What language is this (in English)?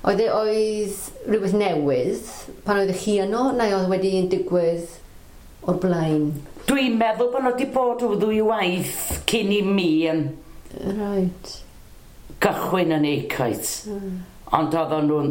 Welsh